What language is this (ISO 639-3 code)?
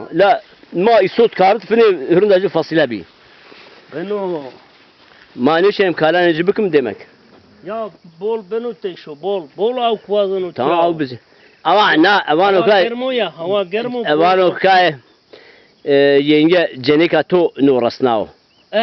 zza